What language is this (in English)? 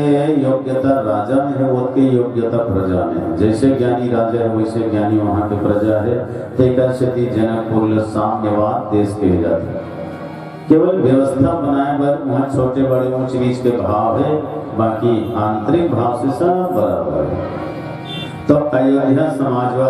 Chhattisgarhi